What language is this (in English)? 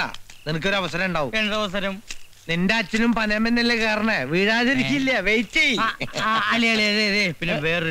Malayalam